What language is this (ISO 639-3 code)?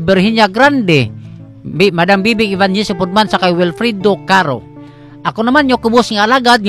hil